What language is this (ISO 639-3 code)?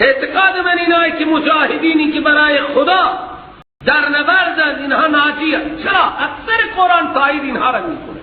fas